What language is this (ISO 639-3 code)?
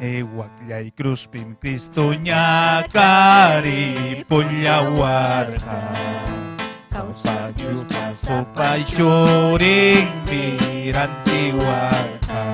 quy